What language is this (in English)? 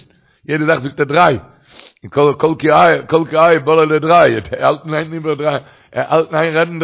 Yiddish